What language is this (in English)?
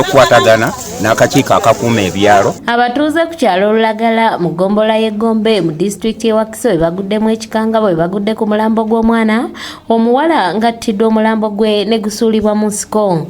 Ganda